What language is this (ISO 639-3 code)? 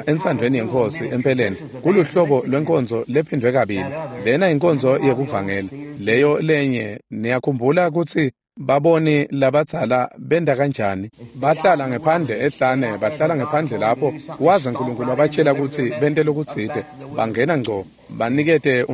ssw